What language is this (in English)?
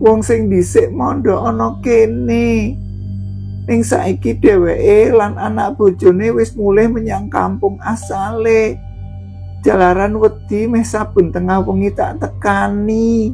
Javanese